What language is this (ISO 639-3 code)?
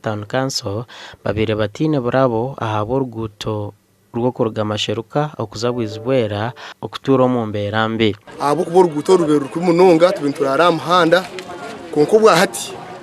nyn